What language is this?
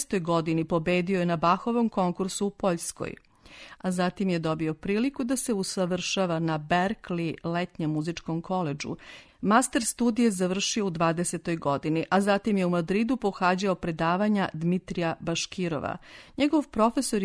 Serbian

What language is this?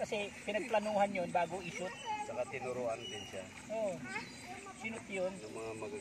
Filipino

